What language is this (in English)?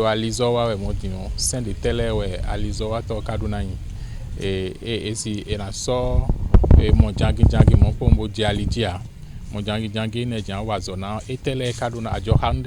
Fon